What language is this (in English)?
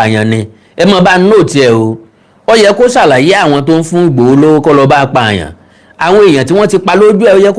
Yoruba